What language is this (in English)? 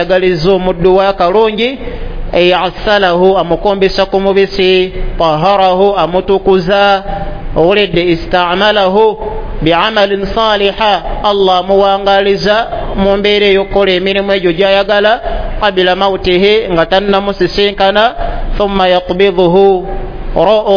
Ganda